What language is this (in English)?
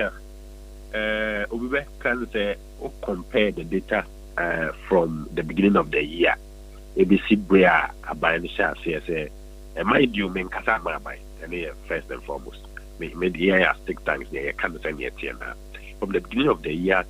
Akan